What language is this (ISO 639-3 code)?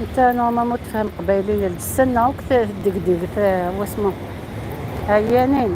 arq